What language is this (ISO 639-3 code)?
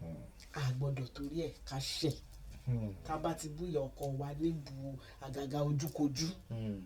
yor